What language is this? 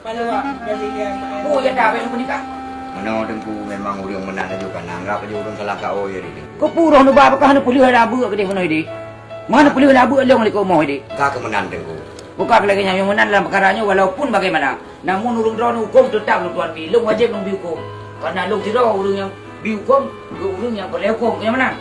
Achinese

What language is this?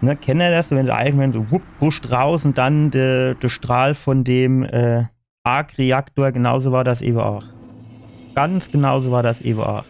Palatine German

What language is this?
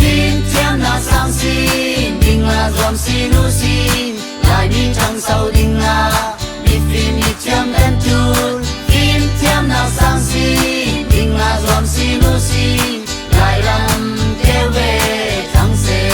Falam Chin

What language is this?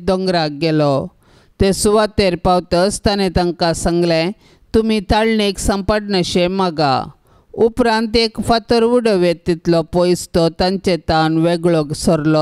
Konkani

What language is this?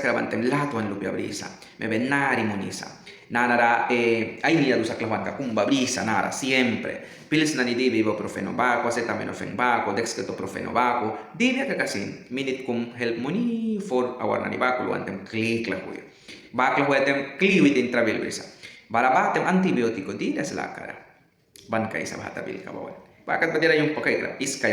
Mískito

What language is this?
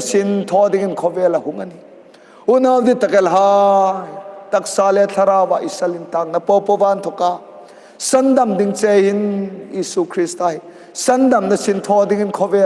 Hmar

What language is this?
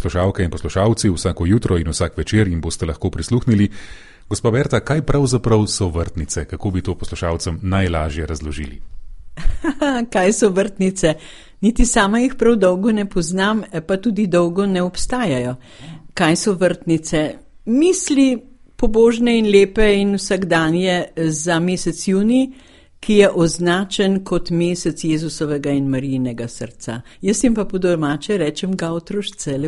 Slovenian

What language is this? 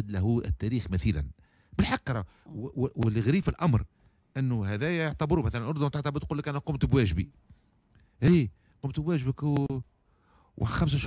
Tunisian Arabic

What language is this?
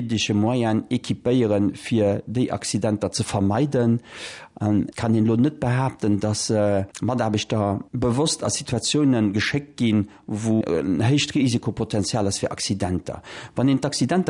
Luxembourgish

